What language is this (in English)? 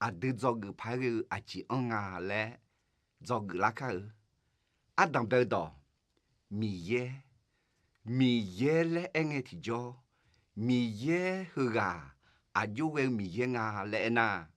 Akha